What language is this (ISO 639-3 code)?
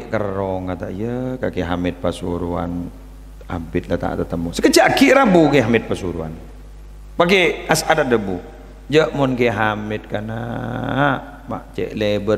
mad